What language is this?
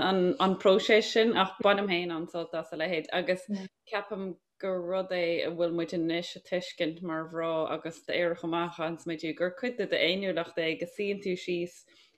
Irish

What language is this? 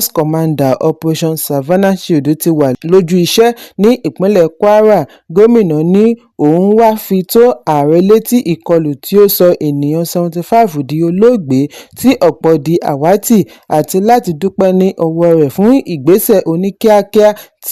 Yoruba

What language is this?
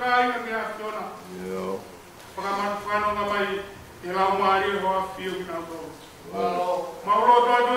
Tongan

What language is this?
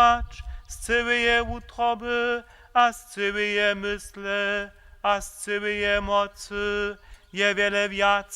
Upper Sorbian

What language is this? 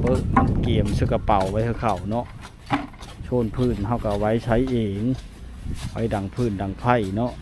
Lao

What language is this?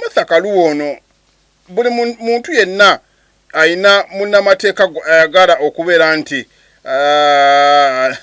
Ganda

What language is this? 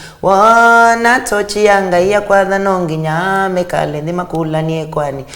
Kamba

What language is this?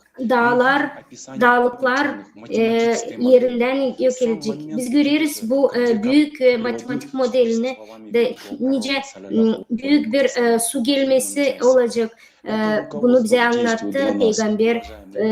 Gagauz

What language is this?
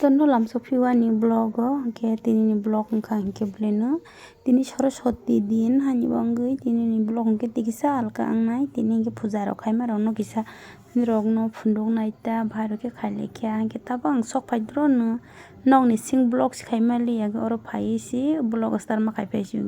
Kok Borok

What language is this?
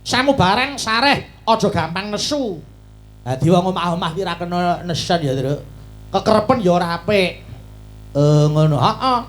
Javanese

